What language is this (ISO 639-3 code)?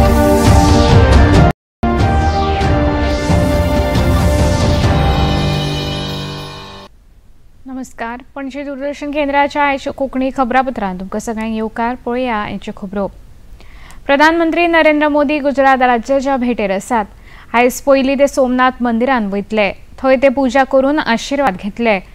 kok